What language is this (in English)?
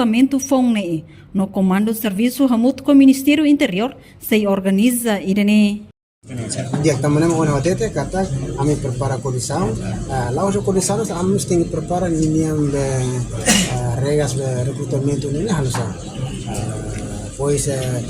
Tetum